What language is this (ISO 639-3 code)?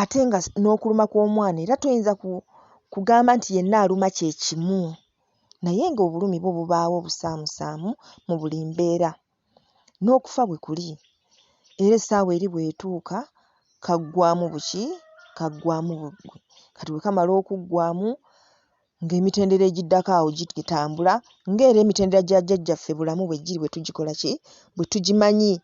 lug